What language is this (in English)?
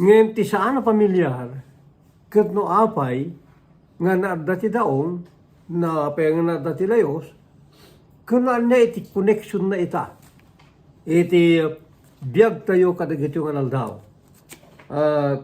Iloko